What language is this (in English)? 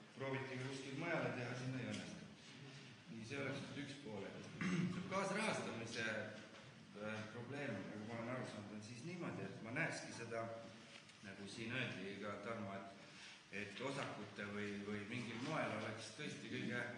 Estonian